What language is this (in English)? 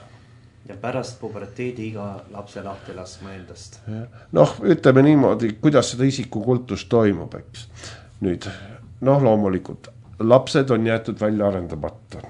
Estonian